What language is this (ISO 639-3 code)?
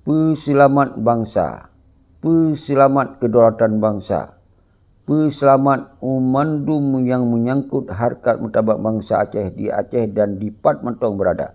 ace